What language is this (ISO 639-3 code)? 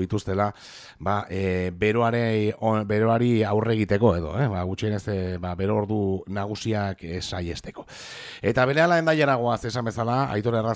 eus